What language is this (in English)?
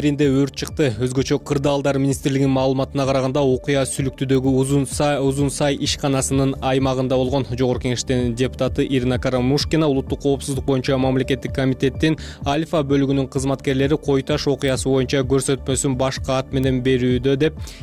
Kyrgyz